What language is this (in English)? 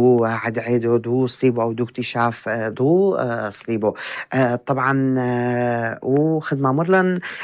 North Levantine Arabic